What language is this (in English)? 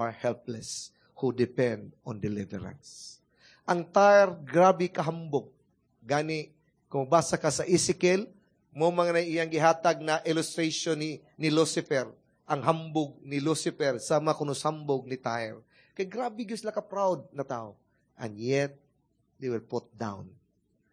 Cebuano